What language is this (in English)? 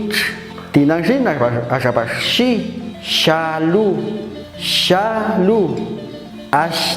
Popti'